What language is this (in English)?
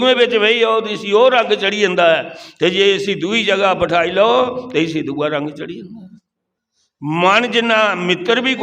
Dogri